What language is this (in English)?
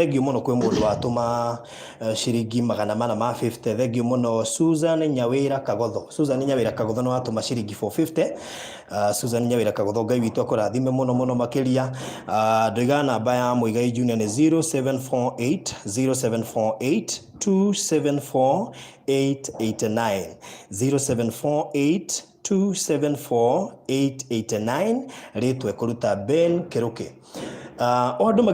Kikuyu